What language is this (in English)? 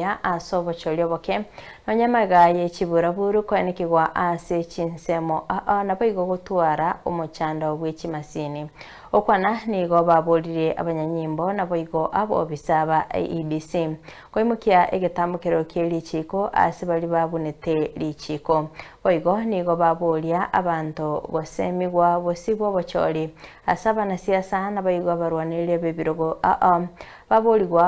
Gusii